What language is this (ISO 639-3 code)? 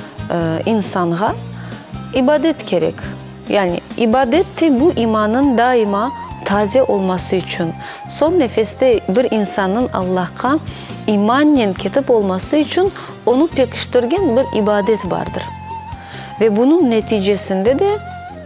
crh